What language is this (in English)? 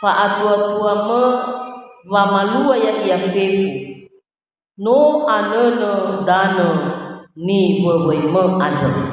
Nias